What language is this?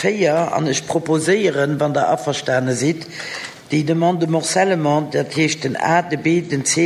Luxembourgish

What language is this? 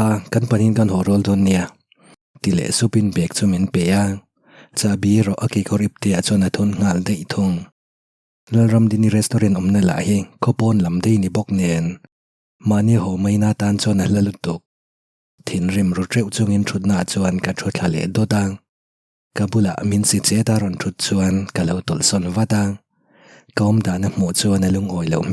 Mizo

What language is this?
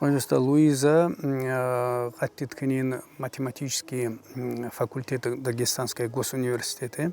Tsakhur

